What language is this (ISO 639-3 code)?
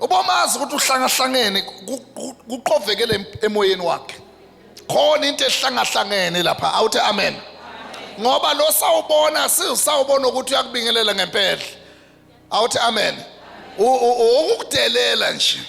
zul